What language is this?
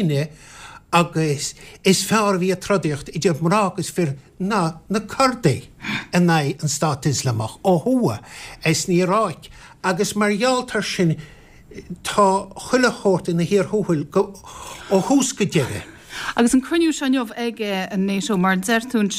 Irish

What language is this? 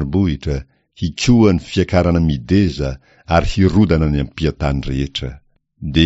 Malagasy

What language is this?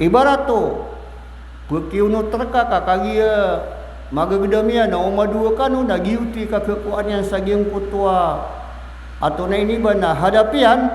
Maranao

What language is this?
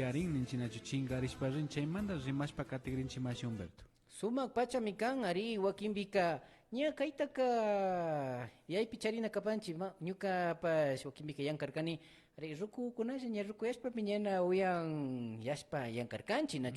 Imbabura Highland Quichua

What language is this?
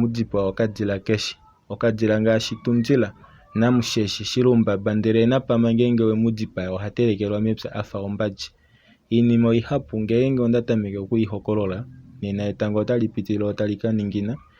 Kuanyama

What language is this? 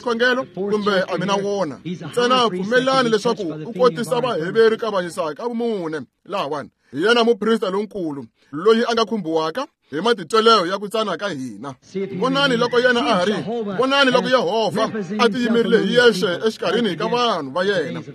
Tsonga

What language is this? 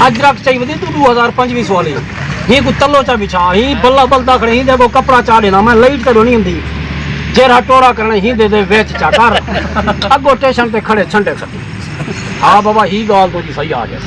Saraiki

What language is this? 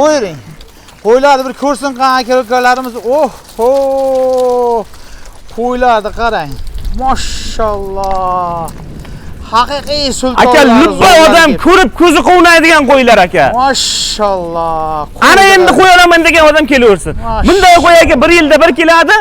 Uzbek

